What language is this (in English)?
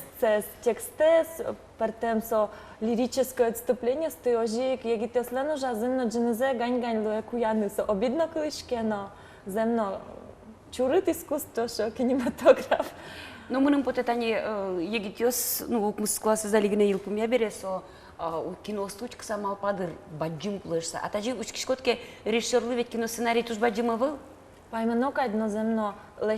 Udmurt